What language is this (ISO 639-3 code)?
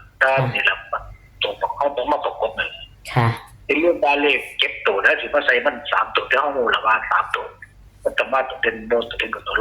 tts